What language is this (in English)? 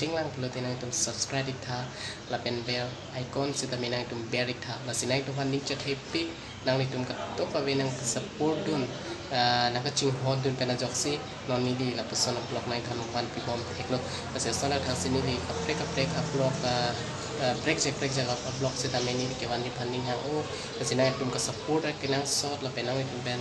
Karbi